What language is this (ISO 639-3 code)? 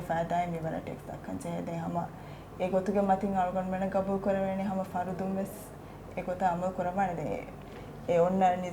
div